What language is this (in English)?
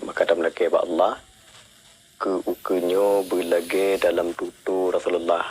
Achinese